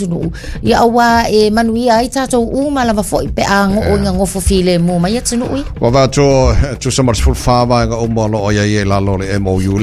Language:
Samoan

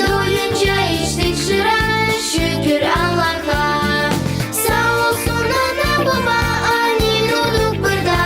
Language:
Gagauz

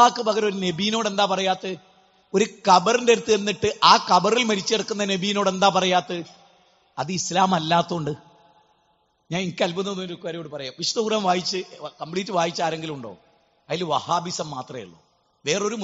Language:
Malayalam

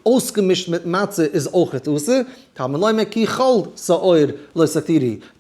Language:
Yiddish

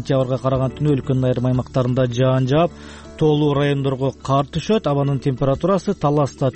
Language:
Kyrgyz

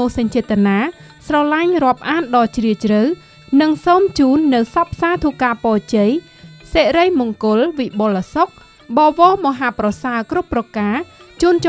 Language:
Khmer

